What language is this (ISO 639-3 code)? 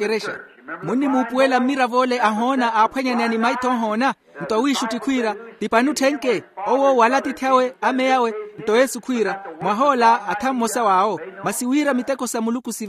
vmw